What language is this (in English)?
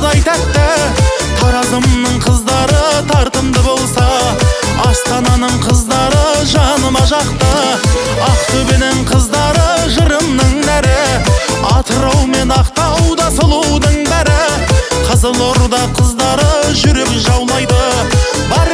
Kazakh